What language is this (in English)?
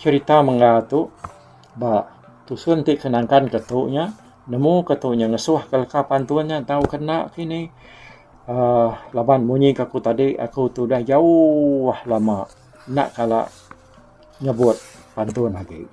Iban